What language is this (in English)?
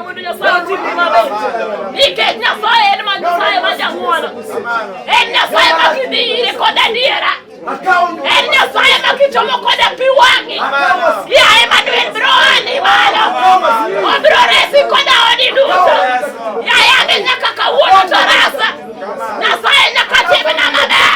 Luo (Kenya and Tanzania)